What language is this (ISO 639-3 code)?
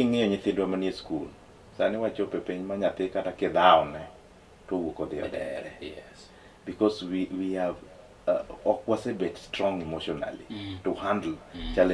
luo